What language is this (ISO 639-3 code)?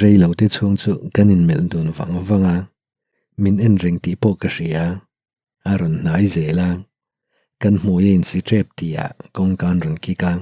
lus